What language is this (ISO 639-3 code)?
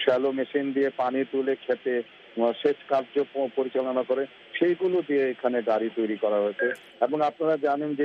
ben